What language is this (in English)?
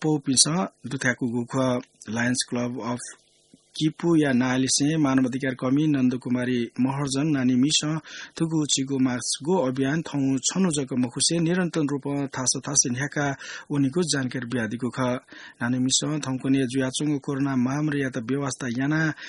Newari